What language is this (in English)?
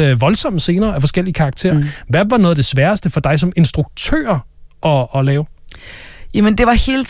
Danish